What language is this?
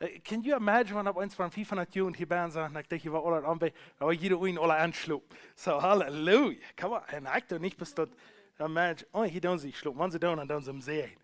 Plautdietsch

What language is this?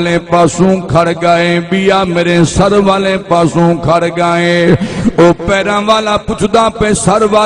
Saraiki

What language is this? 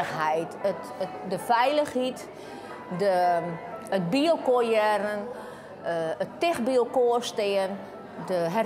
Western Frisian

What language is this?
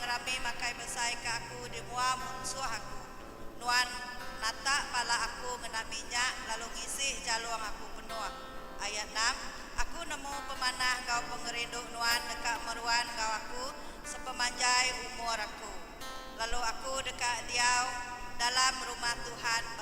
Iban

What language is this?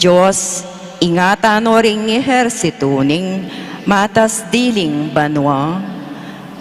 Pampanga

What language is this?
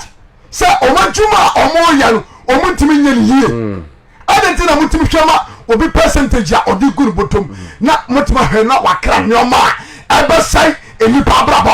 Akan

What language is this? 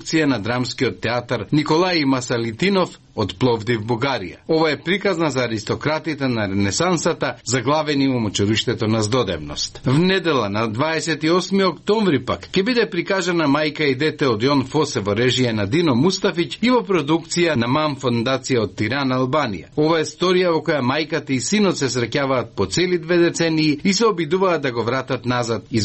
Macedonian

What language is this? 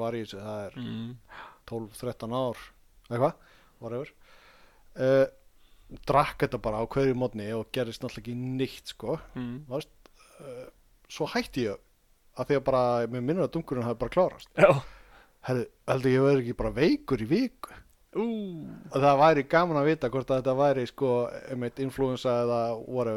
Icelandic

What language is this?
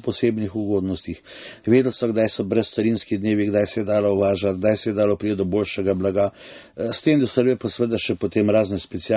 Slovenian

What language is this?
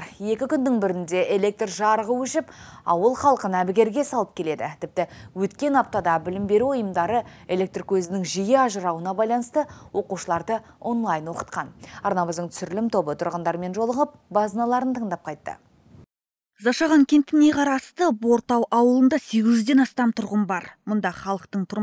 Kazakh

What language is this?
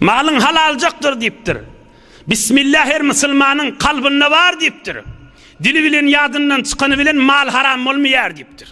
Turkmen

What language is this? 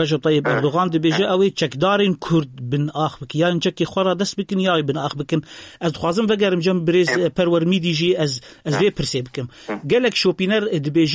Kurdish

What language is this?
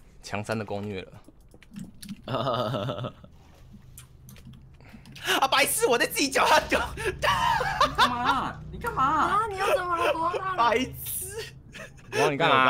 Chinese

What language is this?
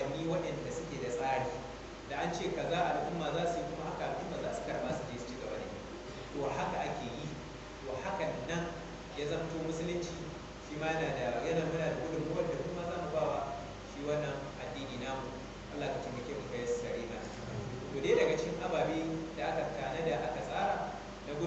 Hausa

